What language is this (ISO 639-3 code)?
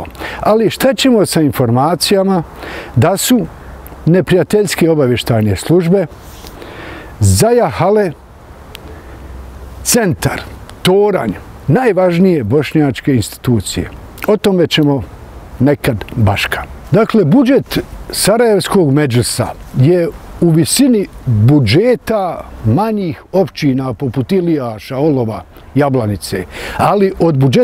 bos